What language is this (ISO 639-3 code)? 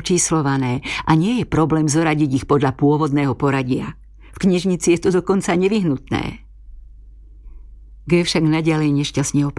slk